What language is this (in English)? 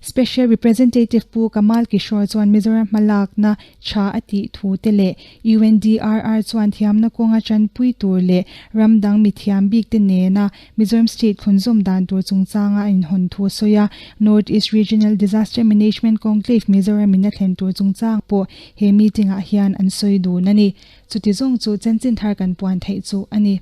Mizo